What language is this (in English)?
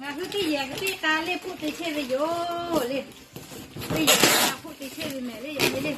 Lahu